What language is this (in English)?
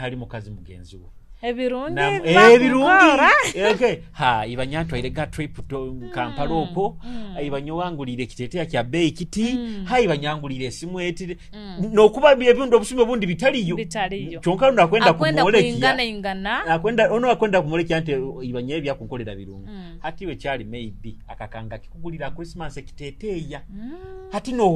Nyoro